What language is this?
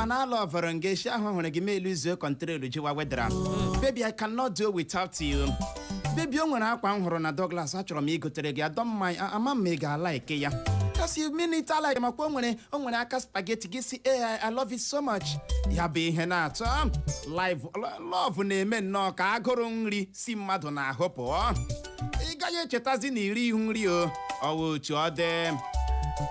Igbo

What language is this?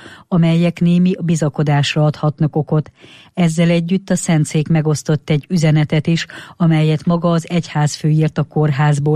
Hungarian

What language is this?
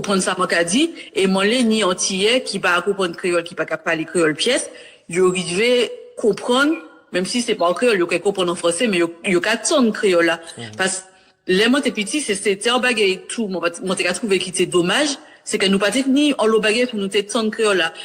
Guadeloupean Creole French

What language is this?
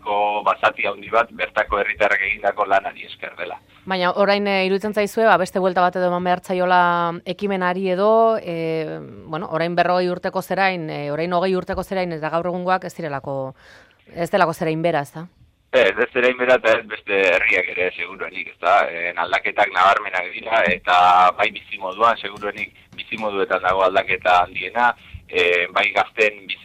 Basque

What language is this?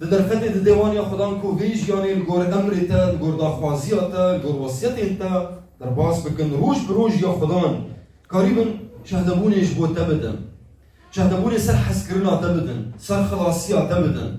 Kurdish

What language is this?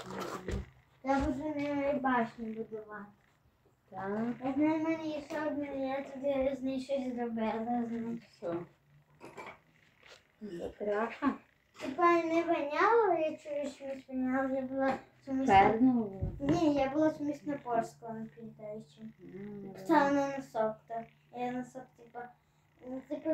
Ukrainian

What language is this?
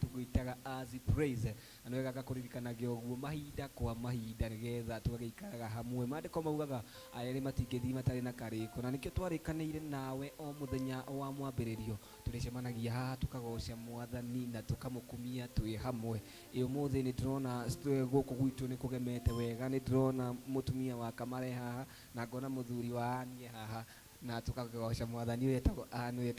Kikuyu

